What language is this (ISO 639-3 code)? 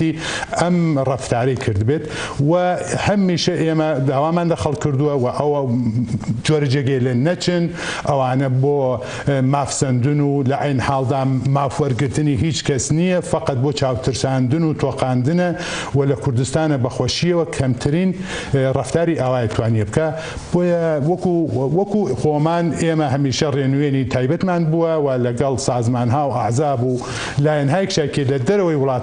ckb